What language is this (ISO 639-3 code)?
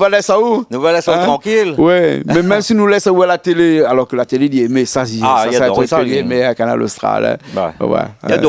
rcf